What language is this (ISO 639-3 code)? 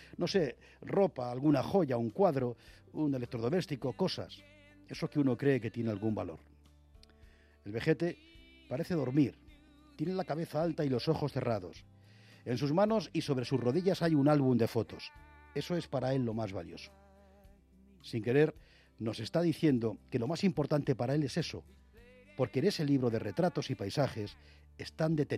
spa